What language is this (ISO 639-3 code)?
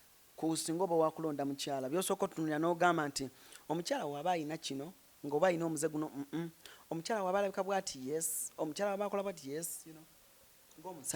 lug